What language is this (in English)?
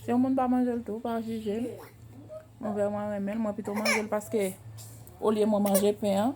Haitian Creole